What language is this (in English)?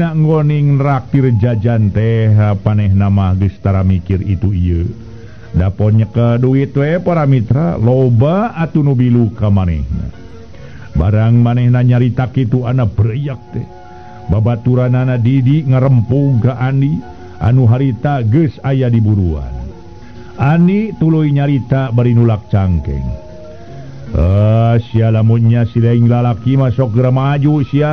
Sundanese